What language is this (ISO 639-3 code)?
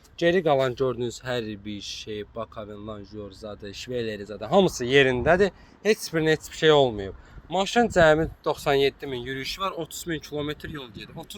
aze